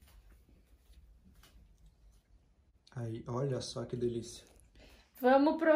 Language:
Portuguese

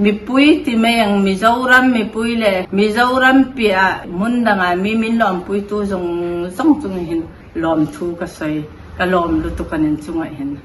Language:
Mizo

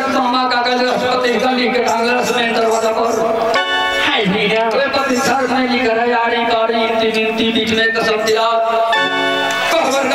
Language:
Bhojpuri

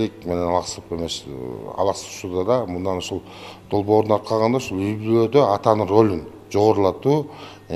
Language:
Kyrgyz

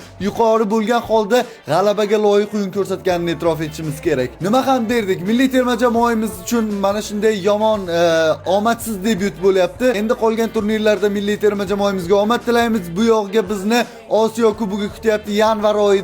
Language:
Uzbek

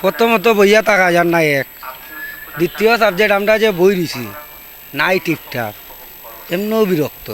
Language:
Sylheti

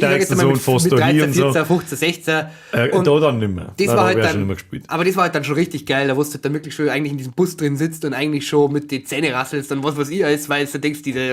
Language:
Bavarian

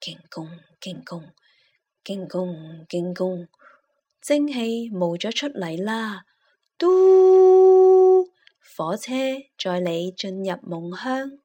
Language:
Cantonese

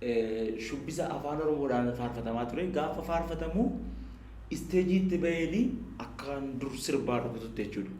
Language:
Oromo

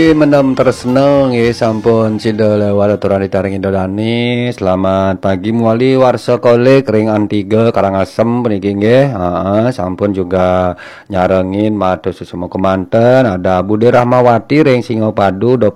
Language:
Balinese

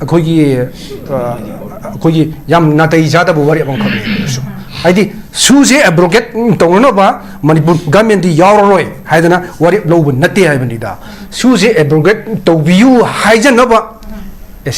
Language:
Manipuri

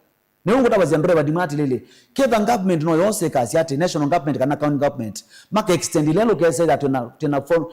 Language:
Kamba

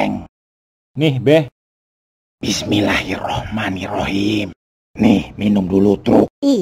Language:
Betawi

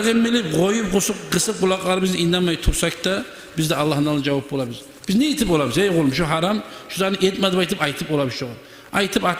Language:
Kumyk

